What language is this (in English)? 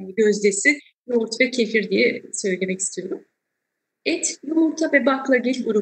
Turkish